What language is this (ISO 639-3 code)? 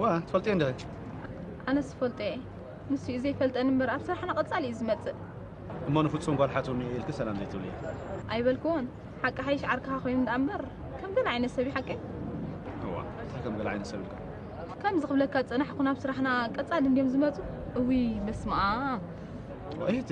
tir